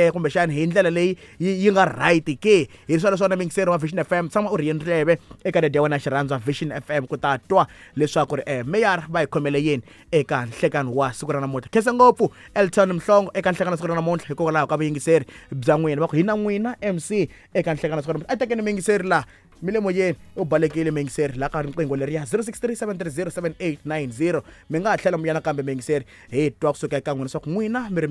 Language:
Tsonga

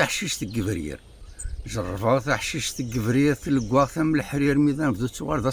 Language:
Kabyle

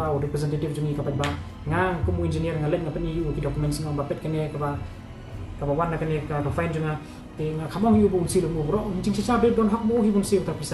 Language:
Khasi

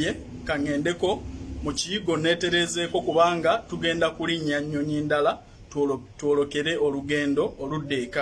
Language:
Ganda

